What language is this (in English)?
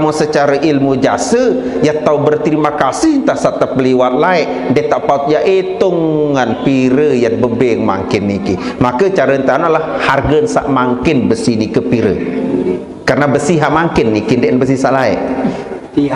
Sasak